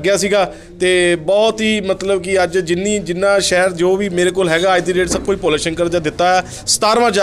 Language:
Punjabi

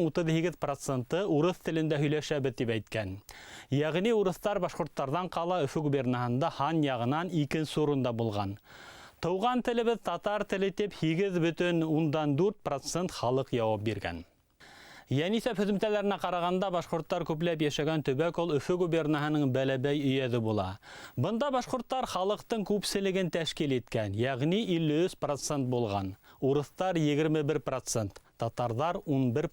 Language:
Bashkir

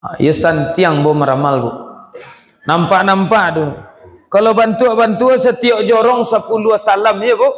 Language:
Minangkabau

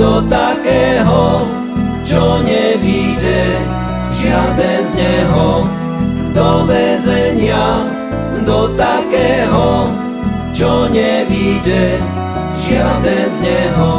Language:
Slovak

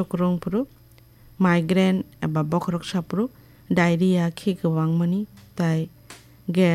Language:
Kok Borok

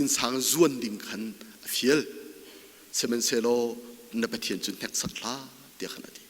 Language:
Hakha Chin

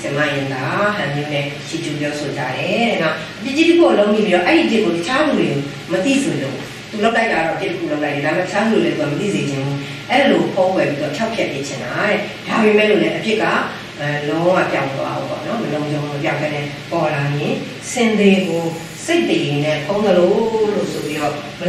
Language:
Burmese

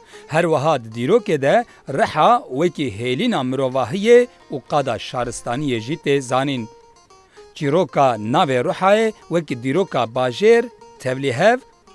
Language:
Kurdish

